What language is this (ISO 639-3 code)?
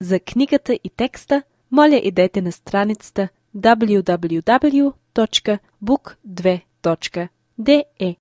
bul